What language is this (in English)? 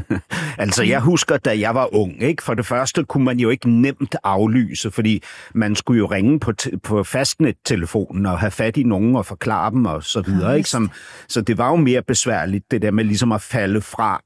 Danish